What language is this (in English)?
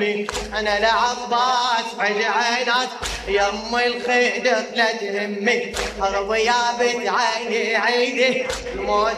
Mesopotamian Arabic